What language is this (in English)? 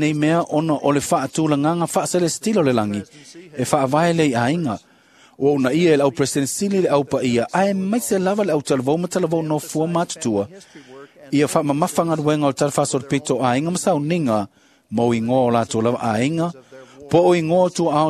Samoan